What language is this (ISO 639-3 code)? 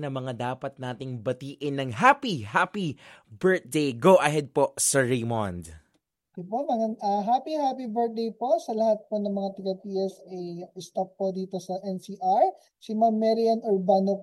fil